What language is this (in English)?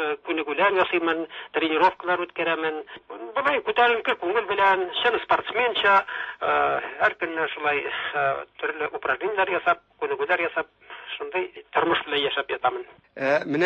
Tatar